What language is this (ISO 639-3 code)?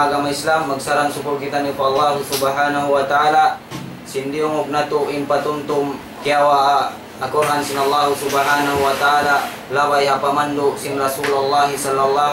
tsg